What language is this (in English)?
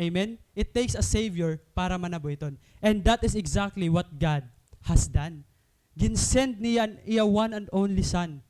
Waray